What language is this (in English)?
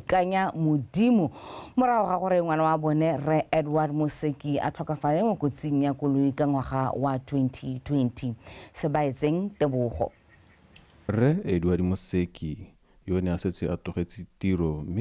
Tswana